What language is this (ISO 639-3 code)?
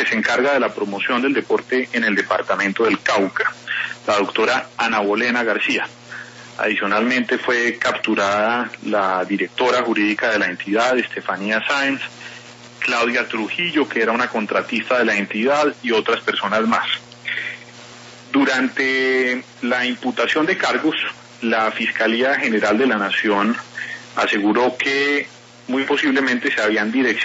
spa